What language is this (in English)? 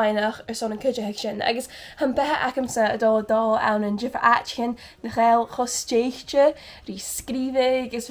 Scottish Gaelic